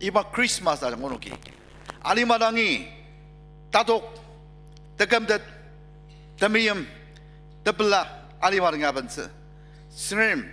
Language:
Ao Naga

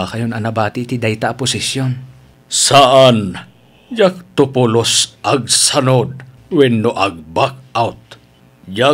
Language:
Iloko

